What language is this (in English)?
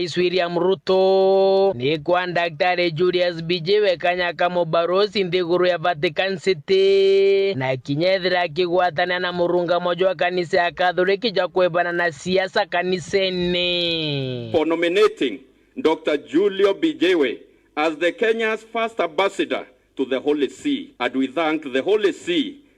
Meru